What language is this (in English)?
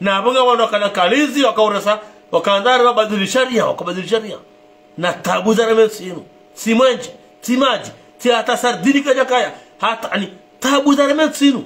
Ngazidja Comorian